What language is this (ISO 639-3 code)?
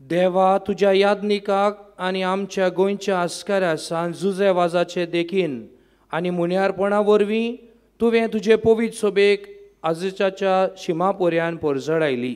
kok